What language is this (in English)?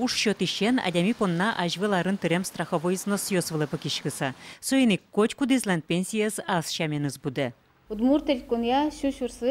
Udmurt